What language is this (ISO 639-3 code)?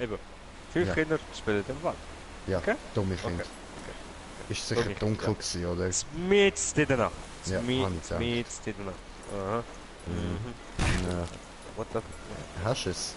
gsw